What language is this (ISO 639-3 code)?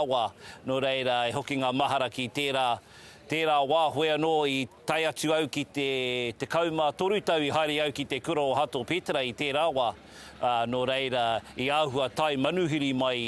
mri